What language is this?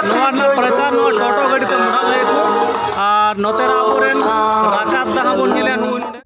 Santali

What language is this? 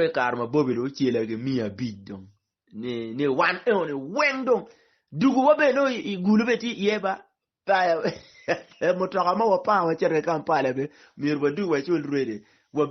Acoli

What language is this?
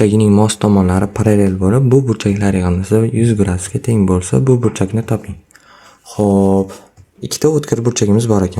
Uzbek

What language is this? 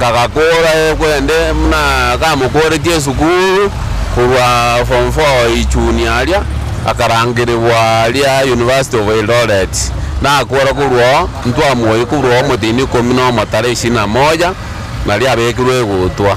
Gusii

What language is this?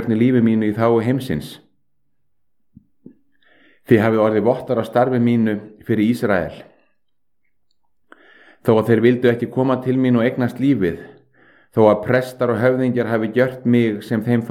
Icelandic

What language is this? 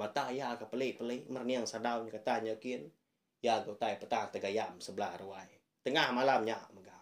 Iban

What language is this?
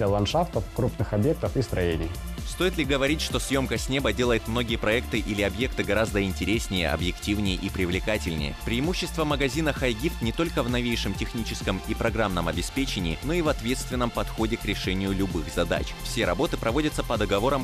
Russian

